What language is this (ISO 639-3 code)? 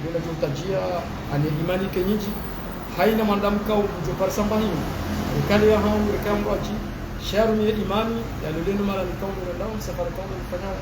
zdj